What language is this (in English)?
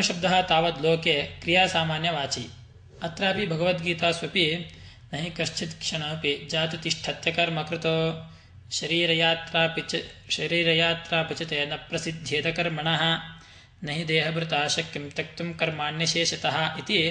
Sanskrit